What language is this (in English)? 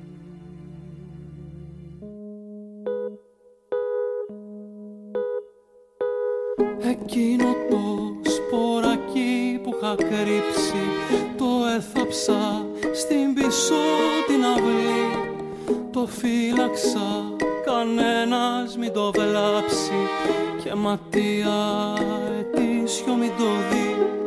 Greek